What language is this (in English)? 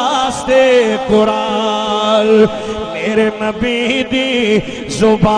Saraiki